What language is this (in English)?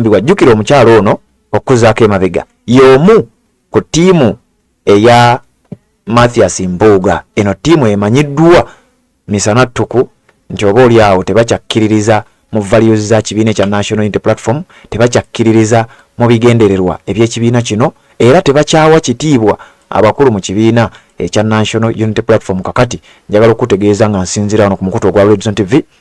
Ganda